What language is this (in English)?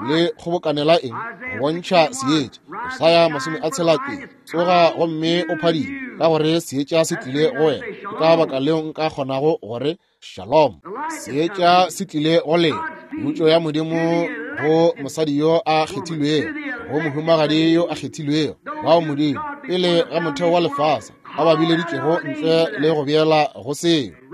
Northern Sotho